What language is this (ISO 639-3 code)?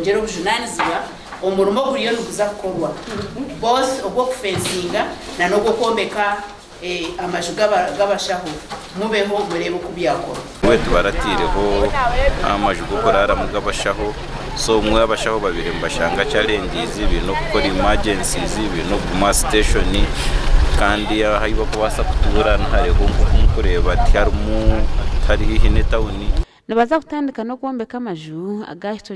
nyn